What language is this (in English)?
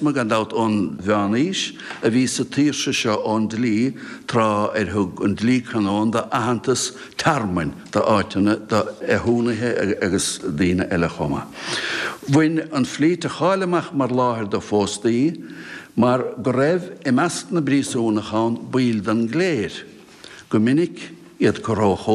Irish